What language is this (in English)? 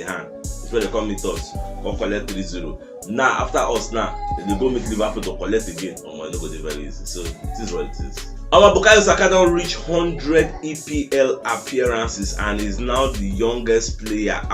Nigerian Pidgin